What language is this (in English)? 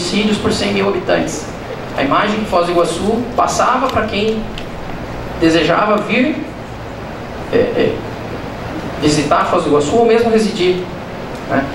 Portuguese